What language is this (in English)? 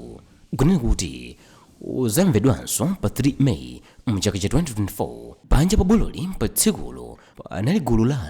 Nyanja